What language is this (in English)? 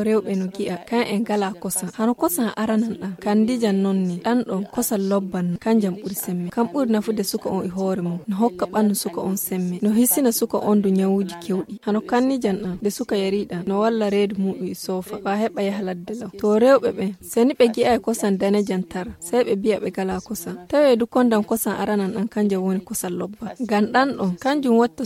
Fula